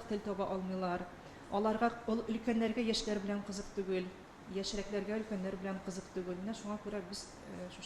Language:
Tatar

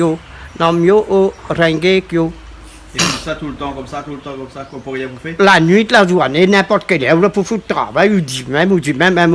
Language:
Réunion Creole French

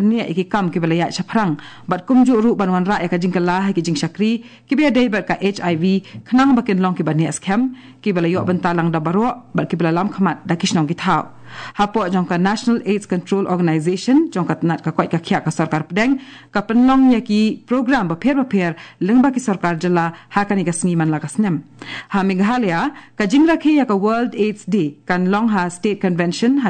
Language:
Khasi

